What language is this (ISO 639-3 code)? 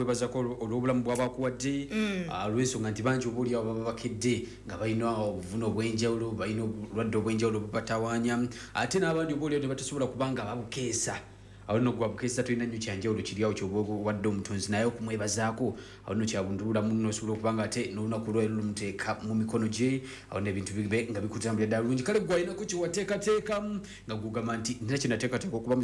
lug